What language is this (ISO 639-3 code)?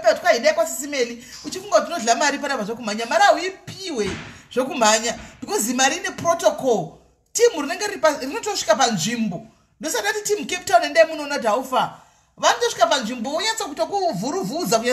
sna